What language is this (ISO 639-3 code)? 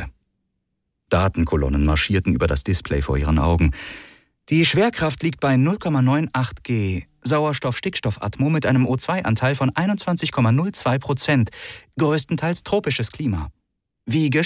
deu